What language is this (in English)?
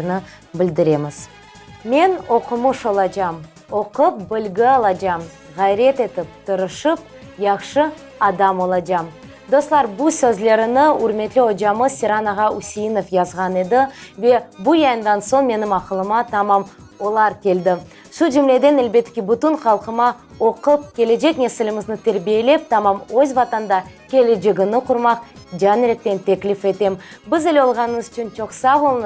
Crimean Tatar